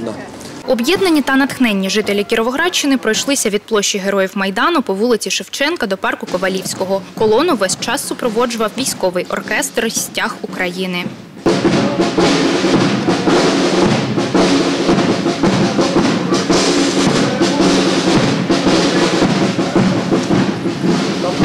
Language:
Ukrainian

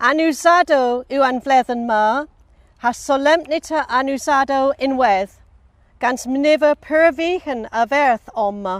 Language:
Cornish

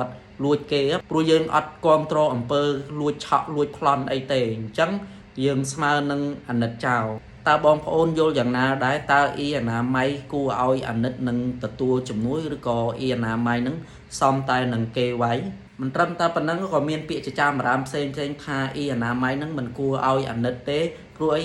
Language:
Khmer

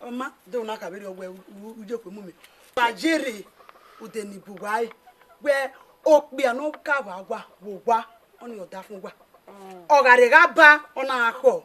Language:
Bini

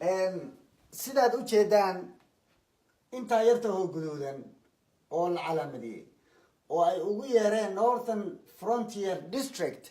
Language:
Somali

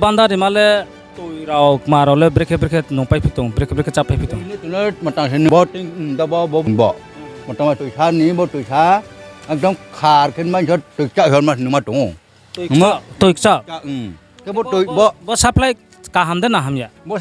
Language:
Riang (India)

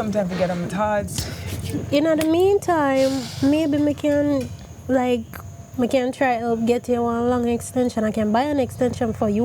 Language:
Jamaican Creole English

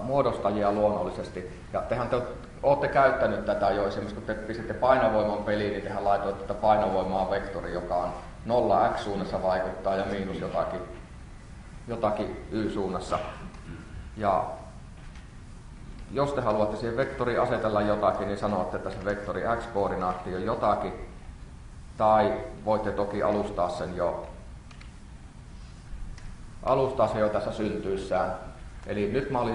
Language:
Finnish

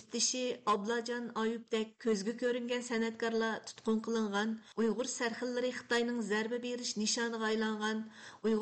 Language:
Uyghur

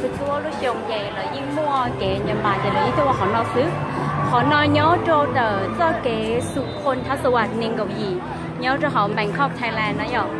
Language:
Hmong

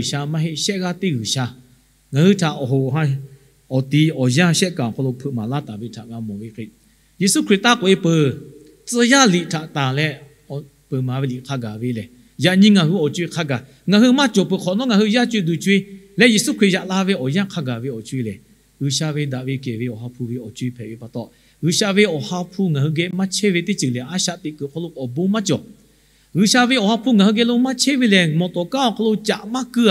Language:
Lahu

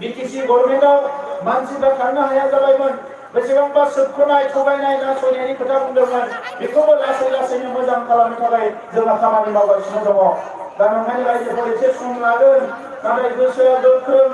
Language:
Bodo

